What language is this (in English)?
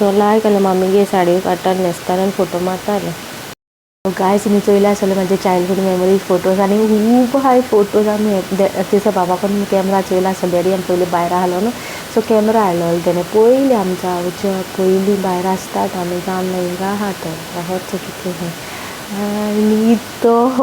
Konkani